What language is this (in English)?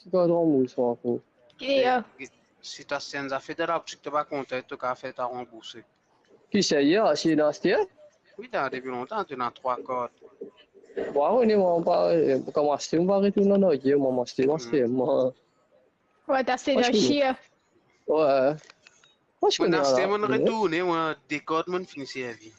Morisyen